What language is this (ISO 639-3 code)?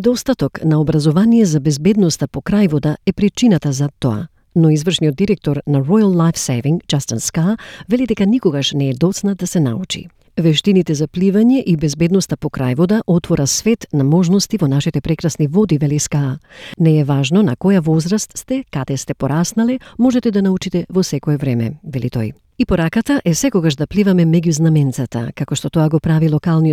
mkd